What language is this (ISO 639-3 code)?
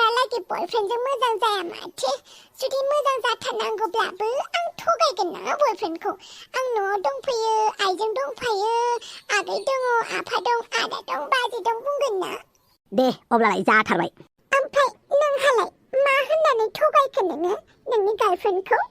brx